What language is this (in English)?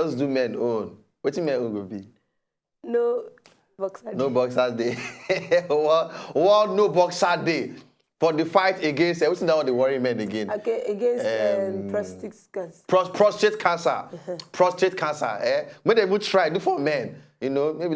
Nigerian Pidgin